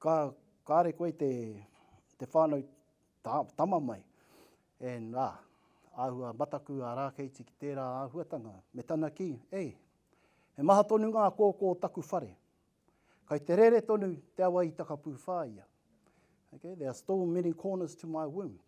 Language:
Māori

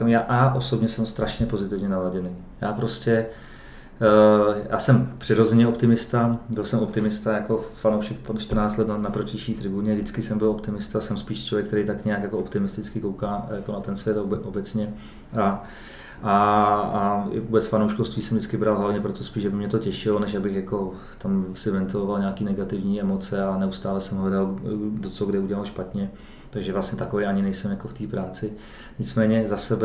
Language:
Czech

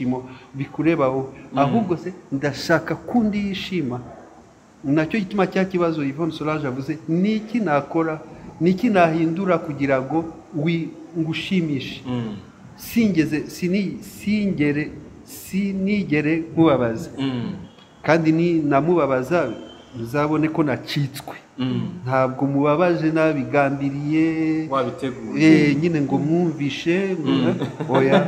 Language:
Kinyarwanda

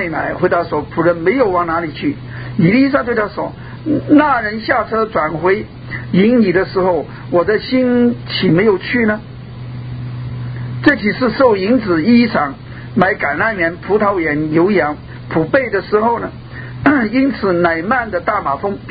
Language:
Chinese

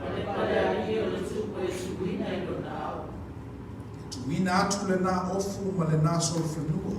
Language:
Samoan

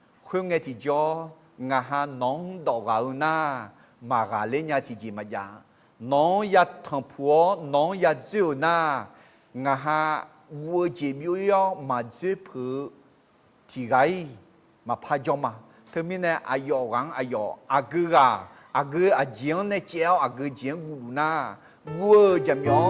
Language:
Akha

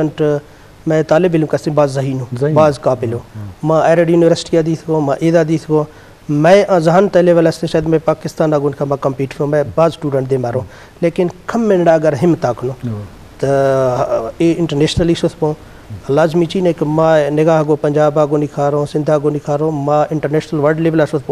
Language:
Eastern Balochi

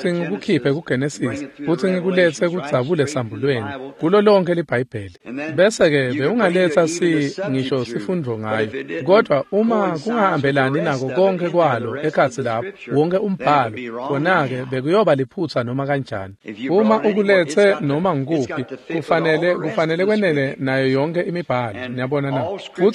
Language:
Swati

